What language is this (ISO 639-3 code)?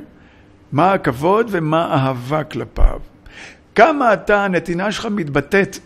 heb